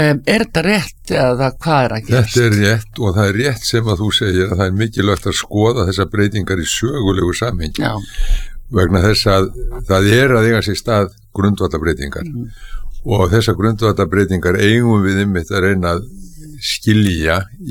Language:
Icelandic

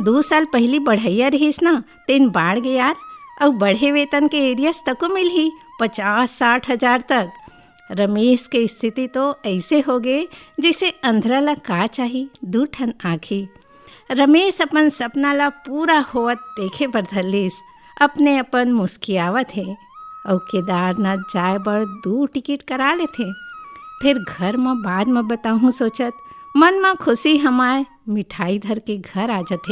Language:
Chhattisgarhi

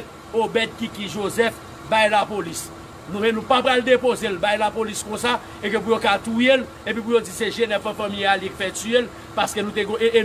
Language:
Haitian Creole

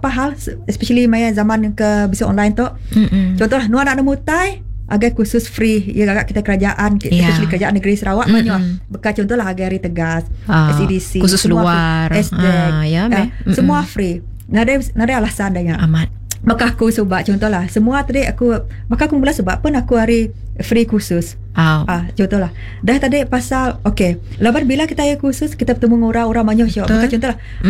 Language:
Malay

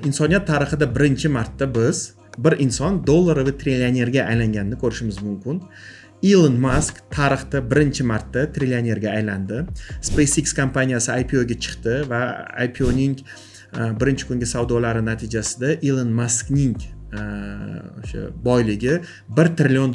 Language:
Uzbek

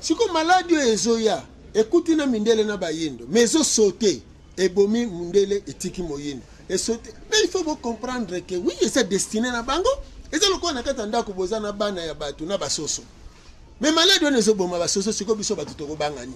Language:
Lingala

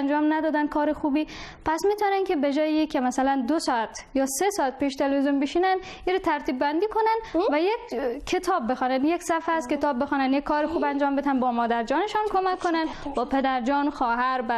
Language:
Persian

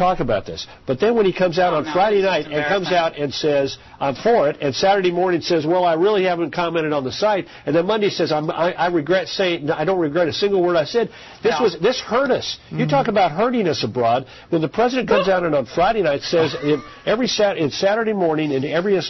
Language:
English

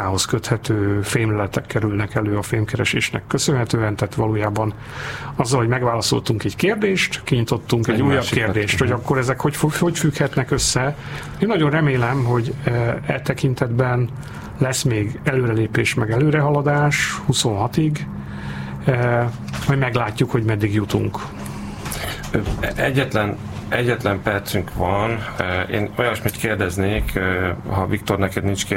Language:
Hungarian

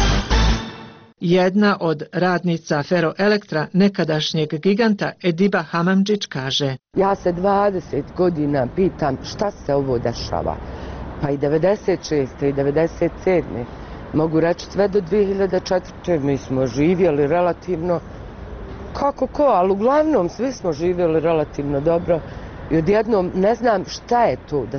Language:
Bosnian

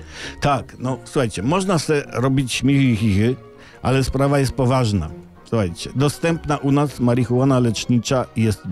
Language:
Polish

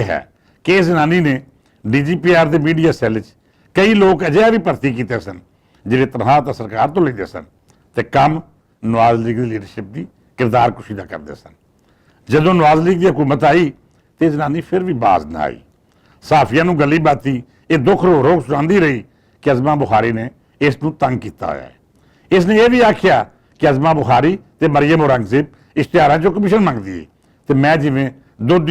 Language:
Western Panjabi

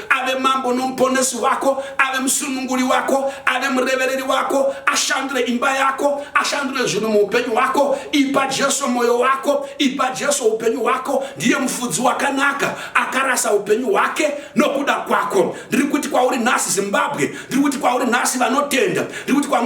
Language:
Shona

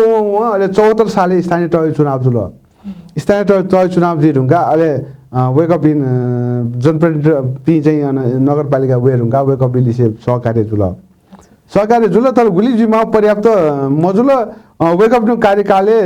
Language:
Newari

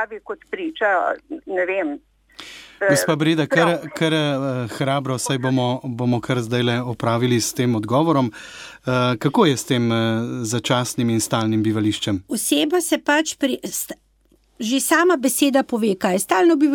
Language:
Slovenian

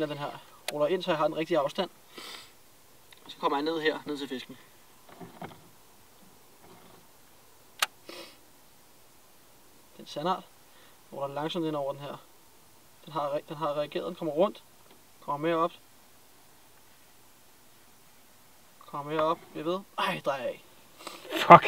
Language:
Danish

